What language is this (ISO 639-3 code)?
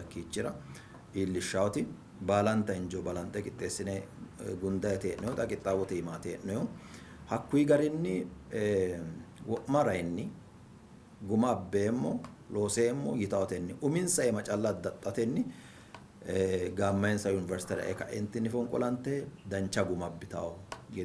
sid